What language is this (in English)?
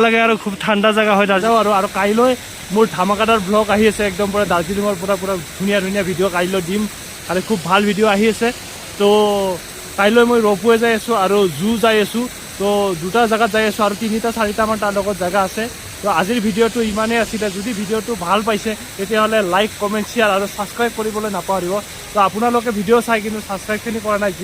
Assamese